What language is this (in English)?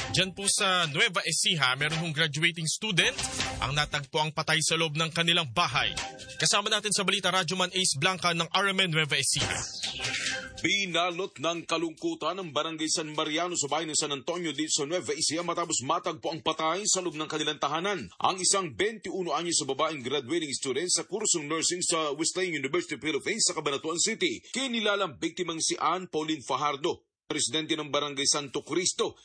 Filipino